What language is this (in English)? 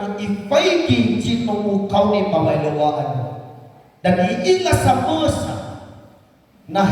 Nias